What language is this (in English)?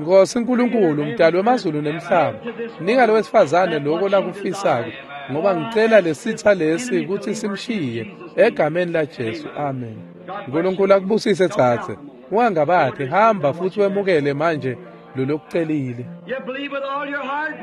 Swati